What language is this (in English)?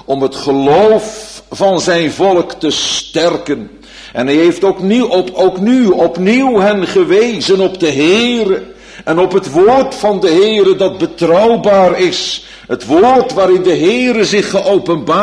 Dutch